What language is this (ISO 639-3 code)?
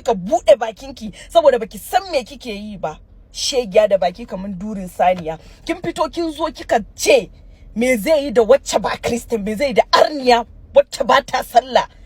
hau